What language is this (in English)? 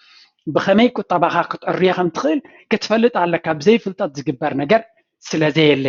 Tigrinya